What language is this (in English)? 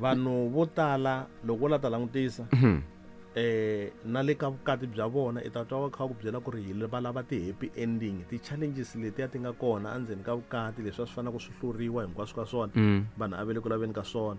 Tsonga